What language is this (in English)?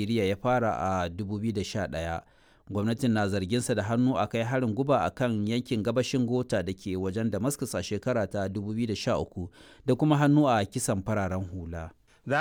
Hausa